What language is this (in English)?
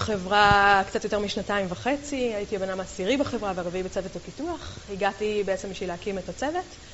Hebrew